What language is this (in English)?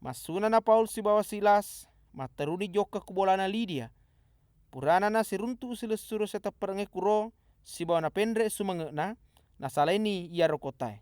Buginese